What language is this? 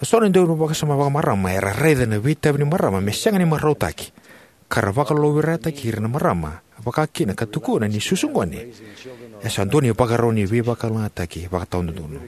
Fijian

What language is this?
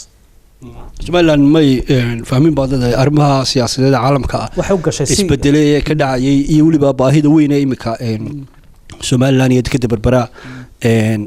Somali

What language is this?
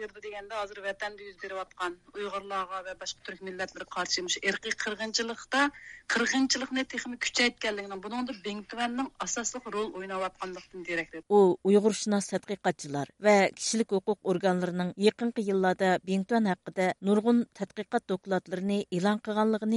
Uyghur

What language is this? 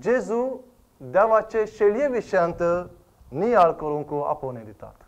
Konkani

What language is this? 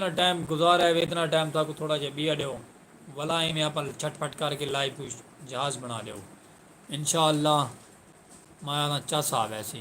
Saraiki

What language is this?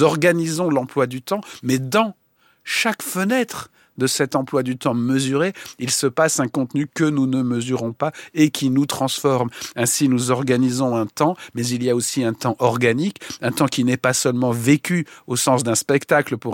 French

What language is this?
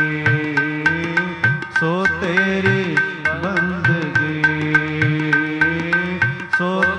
Punjabi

